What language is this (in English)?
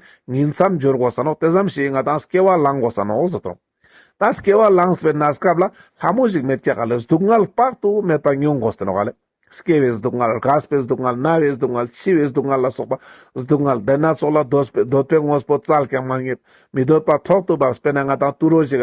Ladakhi